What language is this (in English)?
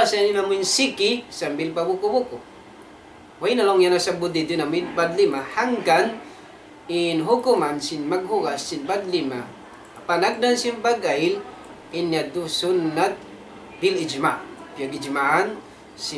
Tausug